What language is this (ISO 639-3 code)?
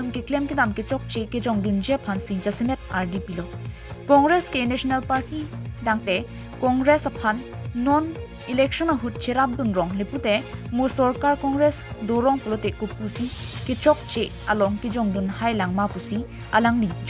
mjw